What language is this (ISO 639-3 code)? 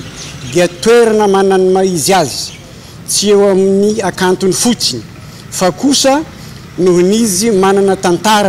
mlg